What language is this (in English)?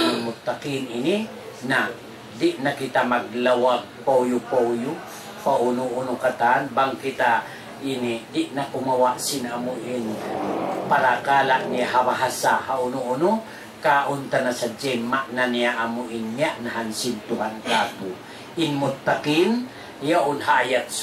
Tausug